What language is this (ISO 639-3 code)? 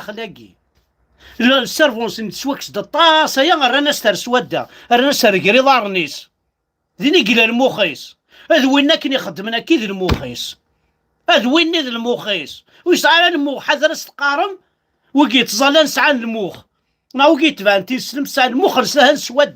kab